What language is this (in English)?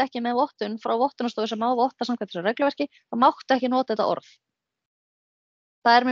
Icelandic